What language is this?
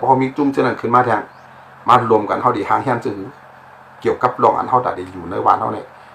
Shan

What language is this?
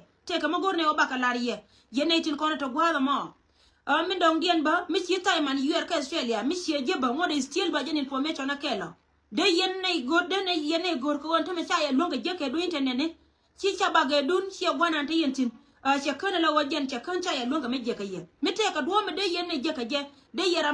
Nuer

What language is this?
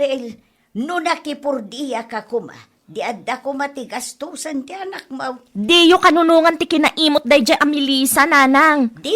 Iloko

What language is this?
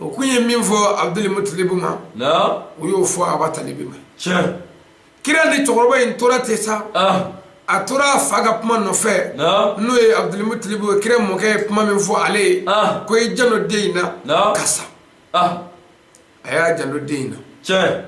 Bambara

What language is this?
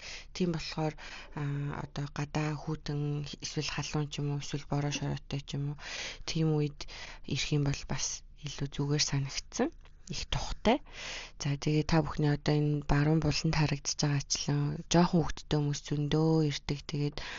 Mongolian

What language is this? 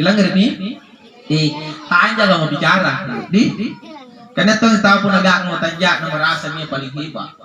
Makasar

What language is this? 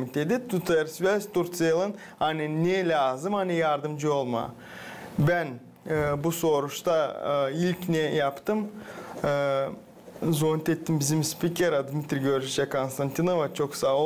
Gagauz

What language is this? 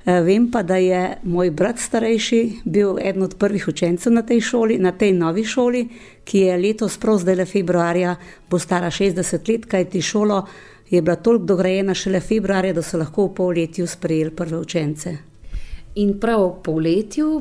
Slovenian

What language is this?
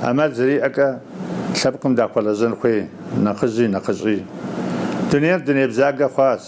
Kabardian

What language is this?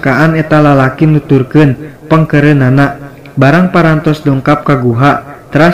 Sundanese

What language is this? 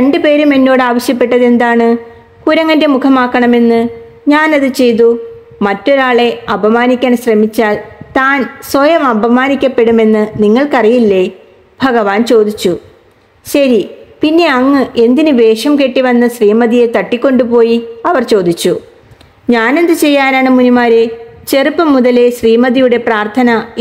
Malayalam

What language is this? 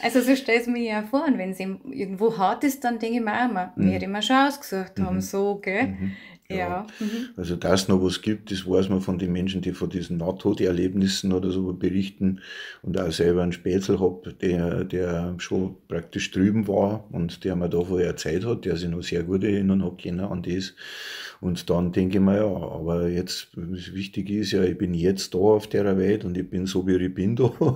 Bavarian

